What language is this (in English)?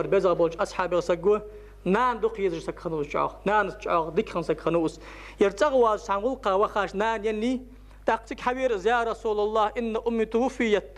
Ingush